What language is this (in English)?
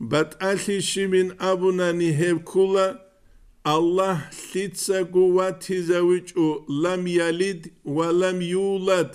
Avaric